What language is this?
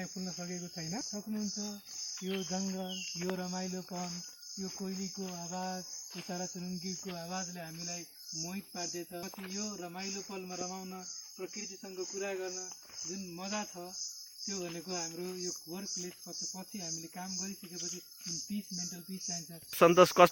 Nepali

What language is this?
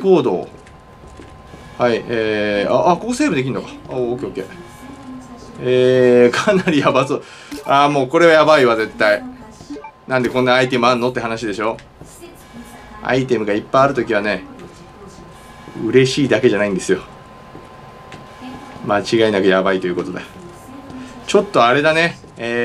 Japanese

